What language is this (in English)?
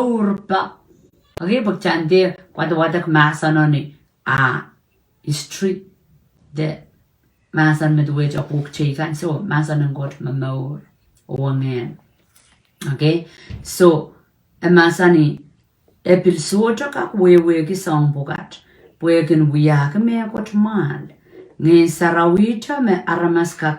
Pohnpeian